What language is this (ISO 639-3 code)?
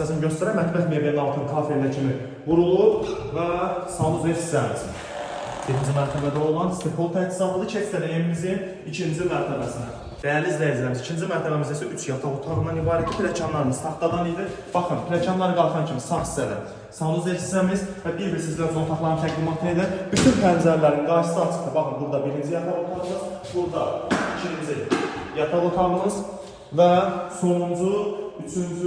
aze